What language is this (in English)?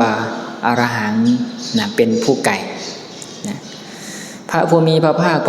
Lao